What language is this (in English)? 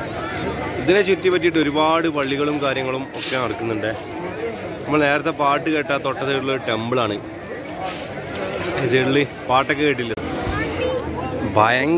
Malayalam